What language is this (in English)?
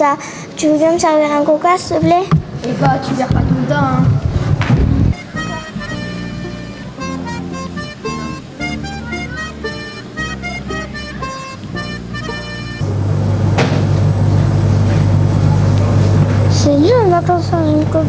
French